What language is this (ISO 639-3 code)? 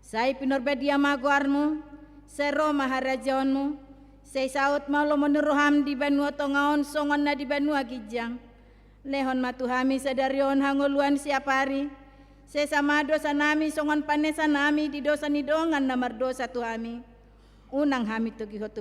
bbc